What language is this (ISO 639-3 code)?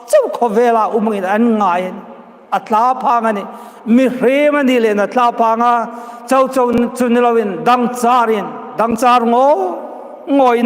hmr